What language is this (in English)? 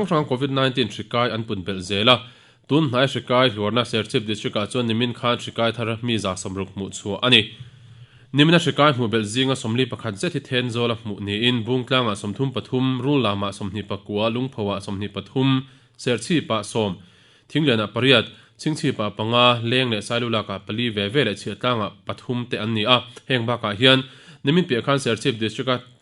Mizo